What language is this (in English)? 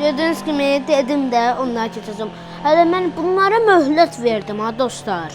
Azerbaijani